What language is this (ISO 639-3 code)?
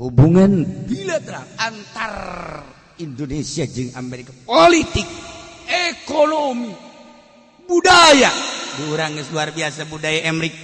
sun